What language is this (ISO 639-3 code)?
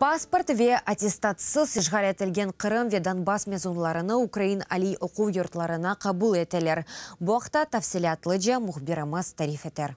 crh